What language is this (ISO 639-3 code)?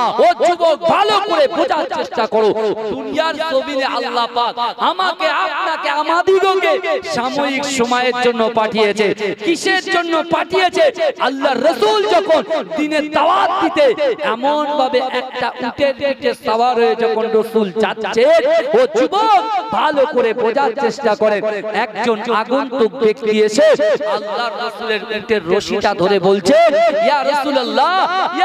ben